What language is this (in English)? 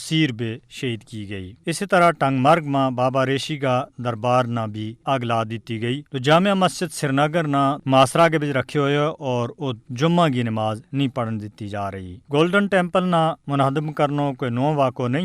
Gujari